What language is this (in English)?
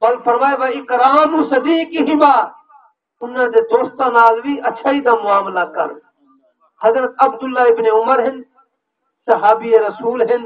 Saraiki